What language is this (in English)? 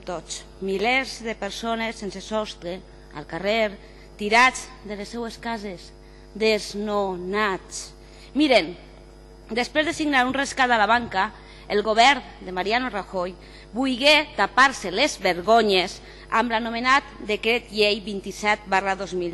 Catalan